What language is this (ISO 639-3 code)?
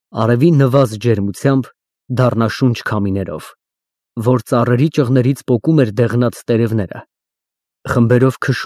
hye